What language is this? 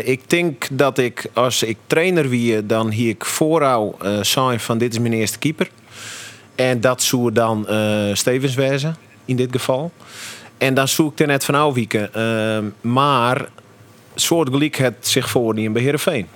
Western Frisian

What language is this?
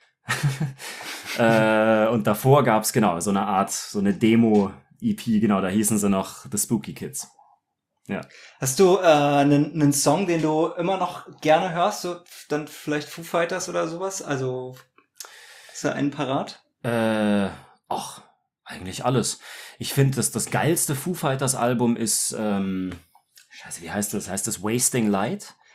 German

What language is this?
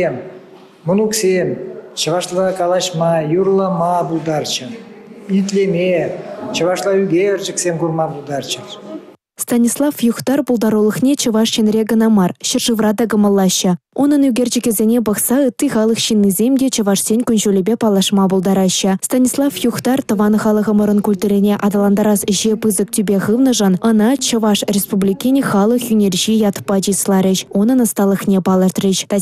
Chuvash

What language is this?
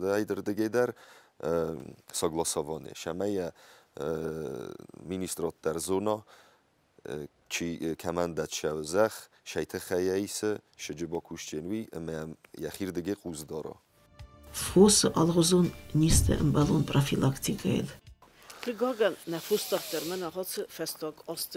Ossetic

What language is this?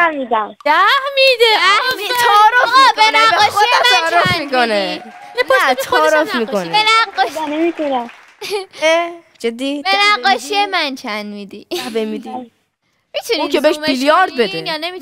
Persian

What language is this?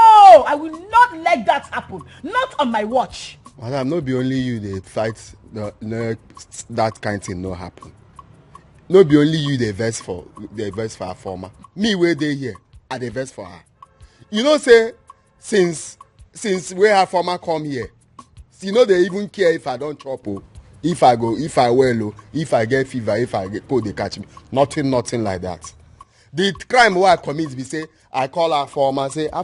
Nigerian Pidgin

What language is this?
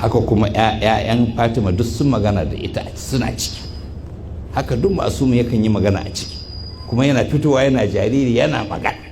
Hausa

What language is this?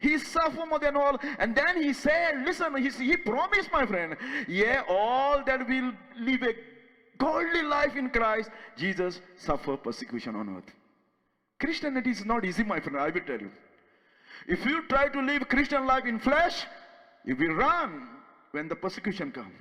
Konkani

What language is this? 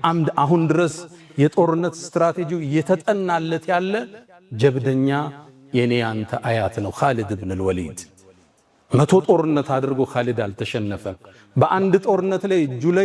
Amharic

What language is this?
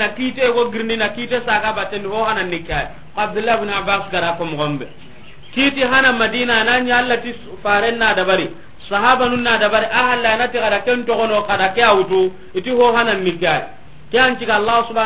Soninke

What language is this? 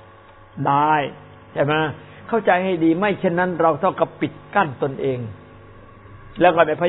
Thai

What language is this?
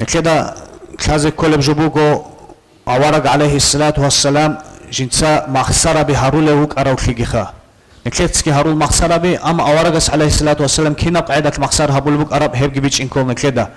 Avaric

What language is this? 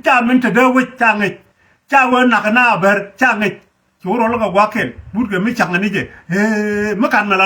Nuer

